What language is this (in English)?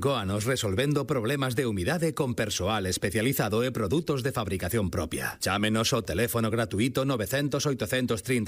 Galician